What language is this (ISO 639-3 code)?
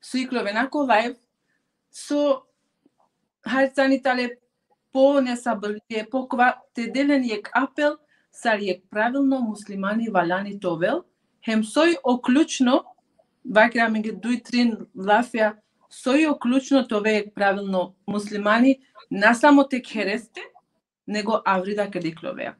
rmn